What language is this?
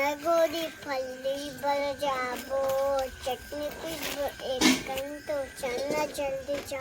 Chhattisgarhi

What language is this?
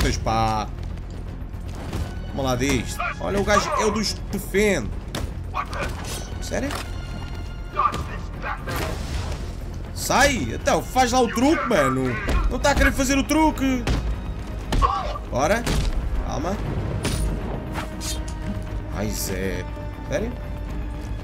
Portuguese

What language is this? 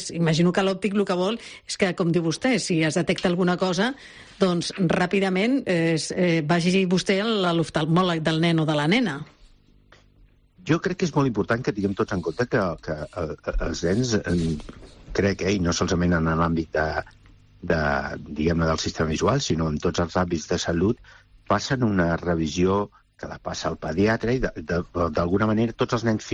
Catalan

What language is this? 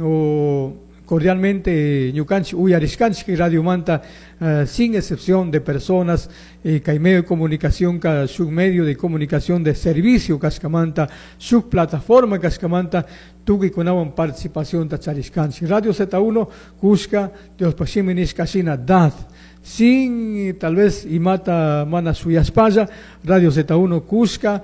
Chimborazo Highland Quichua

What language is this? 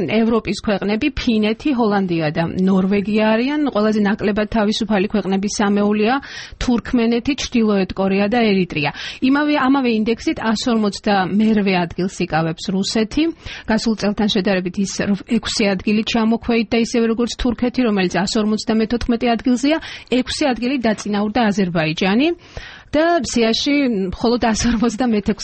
Georgian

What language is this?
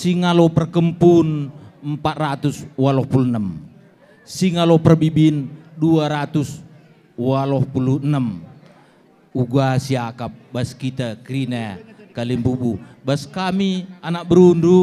Batak Karo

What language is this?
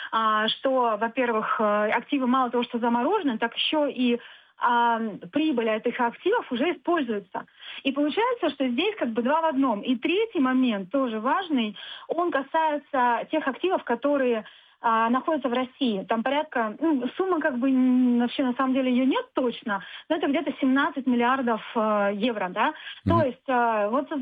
Russian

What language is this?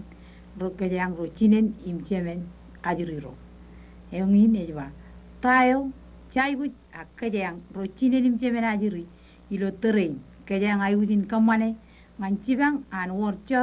Marshallese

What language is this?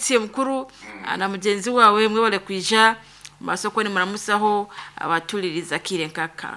Nyankole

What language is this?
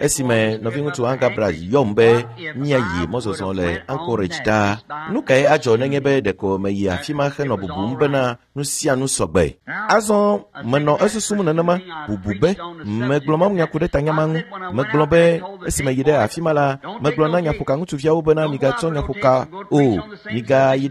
Ewe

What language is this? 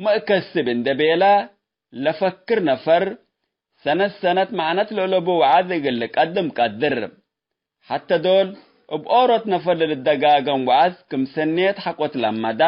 Tigre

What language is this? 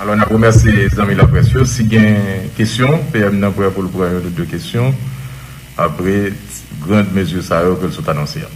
Haitian Creole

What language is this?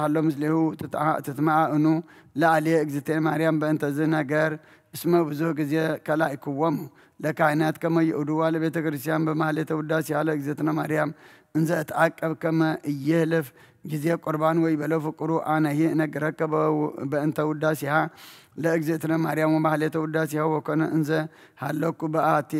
Geez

